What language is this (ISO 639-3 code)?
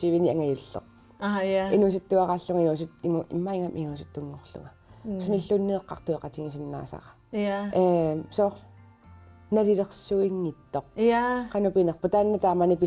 kal